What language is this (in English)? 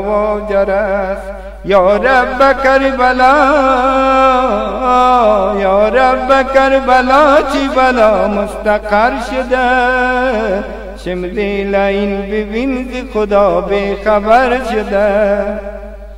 Persian